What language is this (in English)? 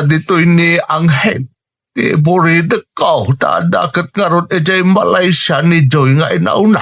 Iloko